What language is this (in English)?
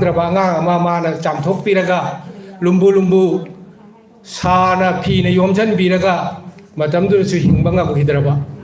Manipuri